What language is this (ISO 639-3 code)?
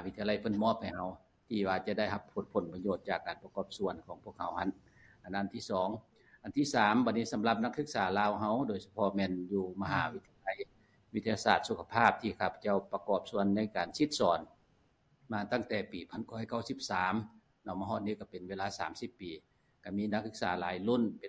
lao